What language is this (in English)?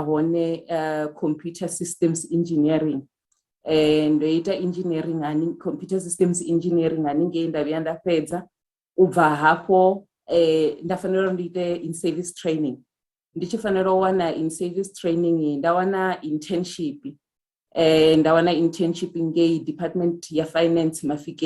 Venda